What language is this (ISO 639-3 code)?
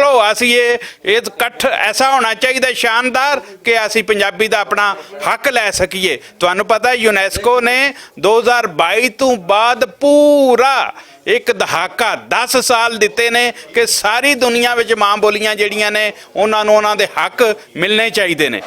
lah